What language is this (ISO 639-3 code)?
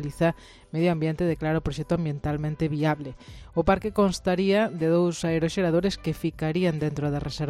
glg